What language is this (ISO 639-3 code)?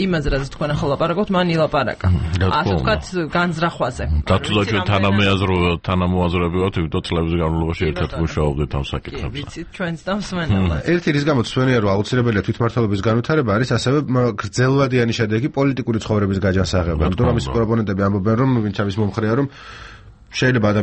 kat